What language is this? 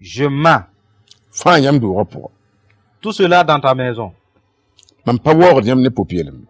Mossi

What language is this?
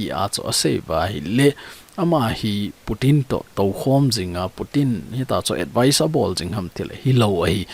Thado Chin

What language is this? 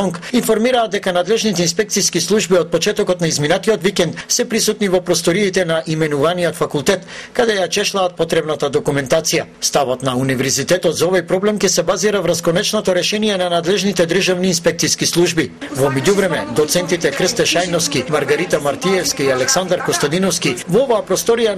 Macedonian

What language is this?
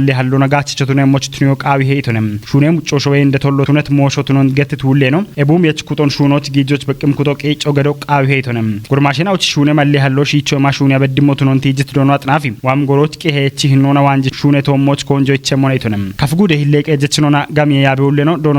Kafa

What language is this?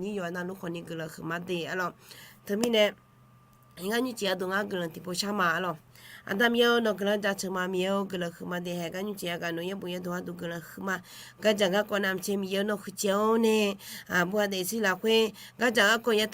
Akha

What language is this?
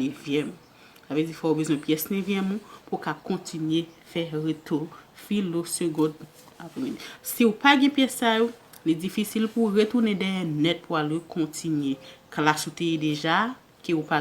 Haitian Creole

